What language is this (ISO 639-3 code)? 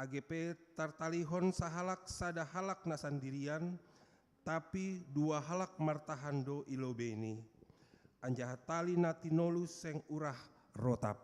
bts